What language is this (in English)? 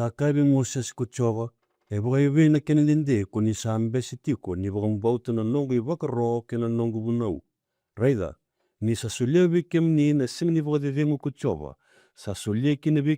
Fijian